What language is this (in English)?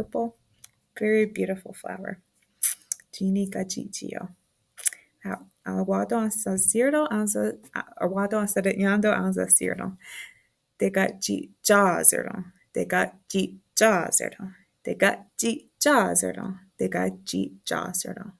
Mohawk